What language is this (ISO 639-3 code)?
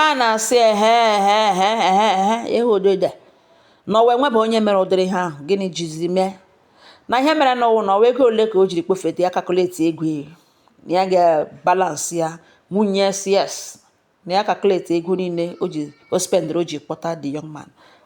ibo